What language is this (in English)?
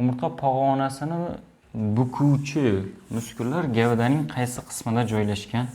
Uzbek